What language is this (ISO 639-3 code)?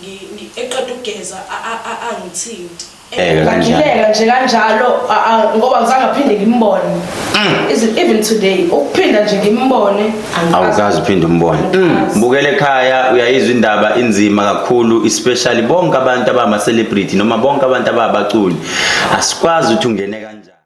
zul